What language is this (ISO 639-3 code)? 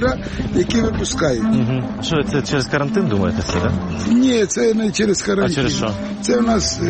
ukr